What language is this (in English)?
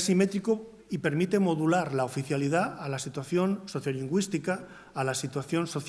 Asturian